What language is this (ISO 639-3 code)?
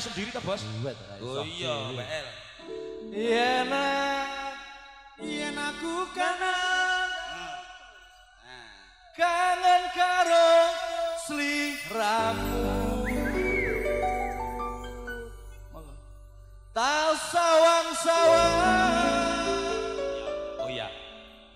jav